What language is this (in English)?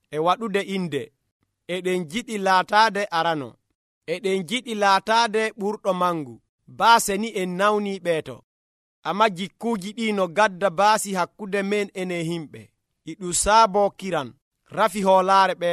Nigerian Fulfulde